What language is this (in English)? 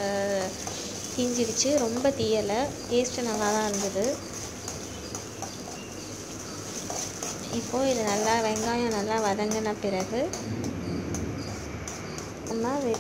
Tamil